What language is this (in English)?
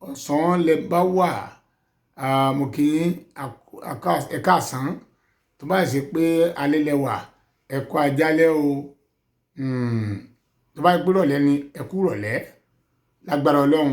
Yoruba